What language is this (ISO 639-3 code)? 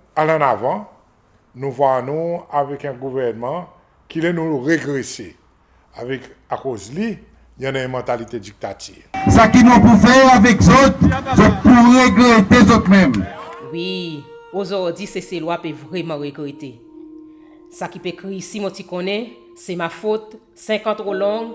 crs